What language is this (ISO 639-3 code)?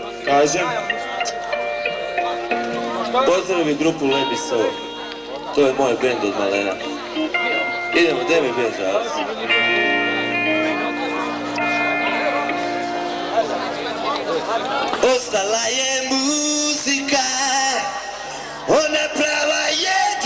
hrv